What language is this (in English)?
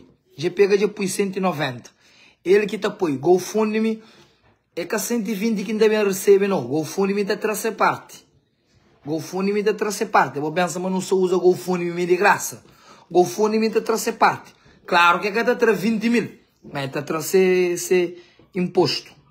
Kabuverdianu